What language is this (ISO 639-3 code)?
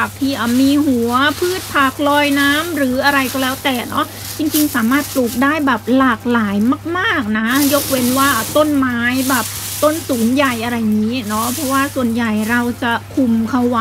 tha